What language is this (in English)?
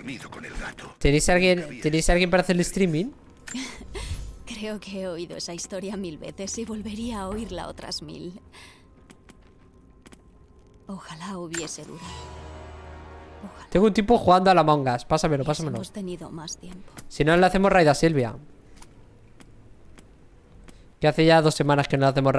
Spanish